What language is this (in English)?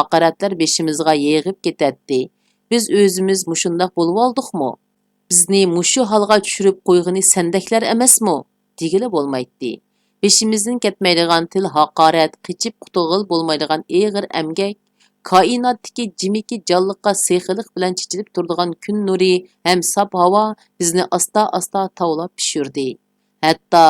Uyghur